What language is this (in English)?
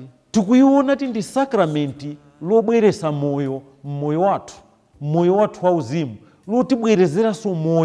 Nyanja